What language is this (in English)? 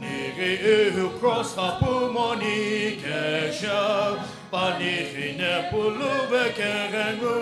Sumi Naga